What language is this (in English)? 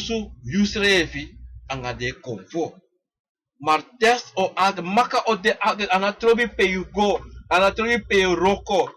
Sranan Tongo